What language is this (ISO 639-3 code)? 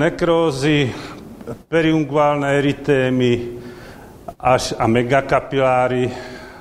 slk